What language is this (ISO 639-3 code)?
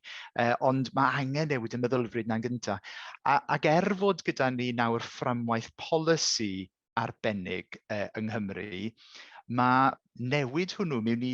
cym